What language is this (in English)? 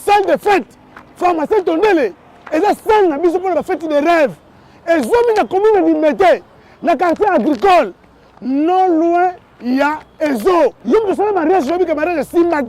Lingala